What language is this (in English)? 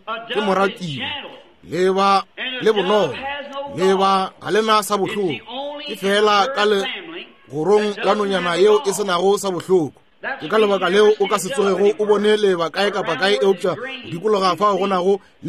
Northern Sotho